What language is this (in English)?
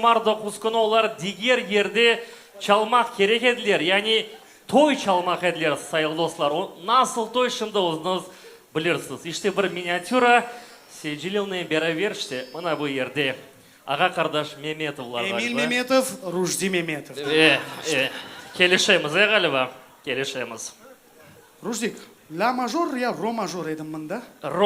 Crimean Tatar